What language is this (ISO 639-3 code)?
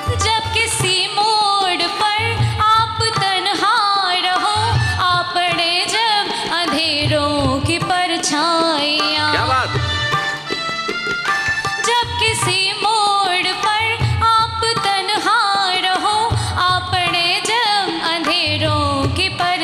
hin